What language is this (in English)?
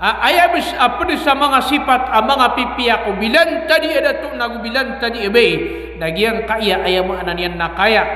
Maranao